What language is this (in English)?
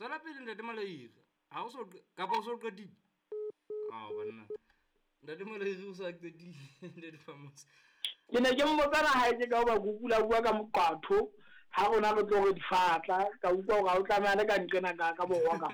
Southern Sotho